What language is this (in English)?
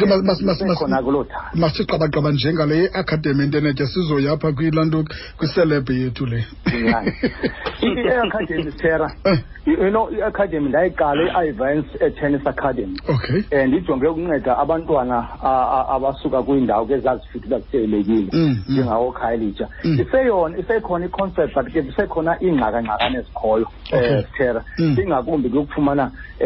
Xhosa